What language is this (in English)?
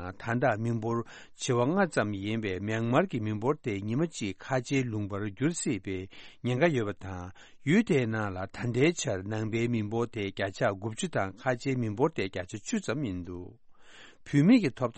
Tibetan